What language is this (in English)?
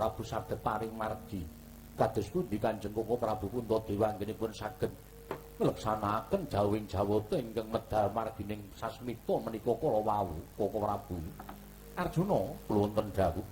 Javanese